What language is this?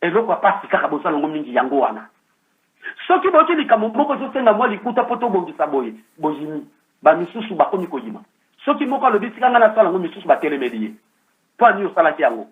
Lingala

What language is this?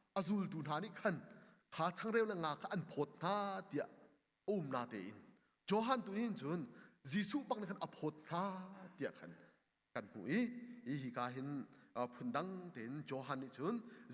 Hakha Chin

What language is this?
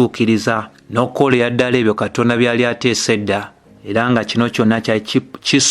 Ganda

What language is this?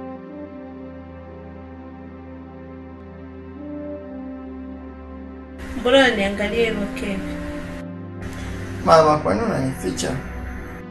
Swahili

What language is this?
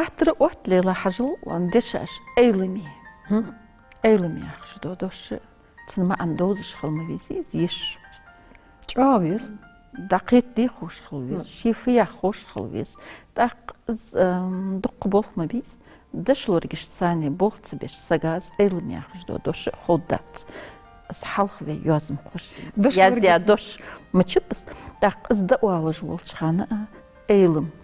Ingush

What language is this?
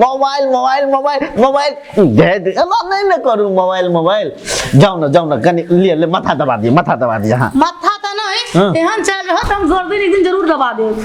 Maithili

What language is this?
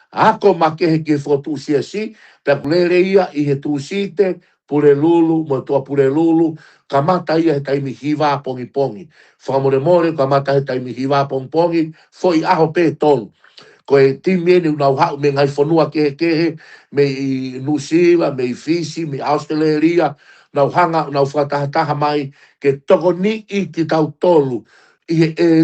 Tongan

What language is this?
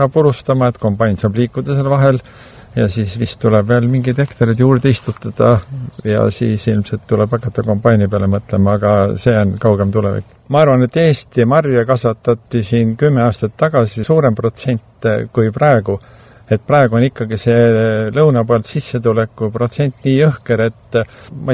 Estonian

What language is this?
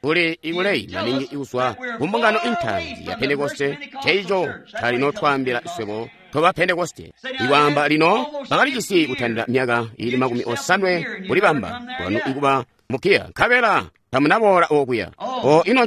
Tonga (Zambia)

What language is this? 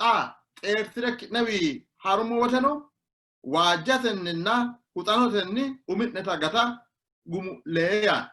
Sidamo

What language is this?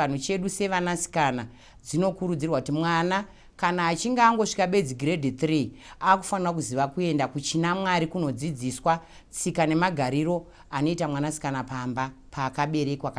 Shona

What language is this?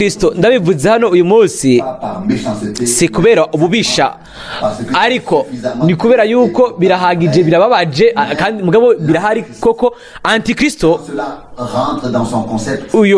Rundi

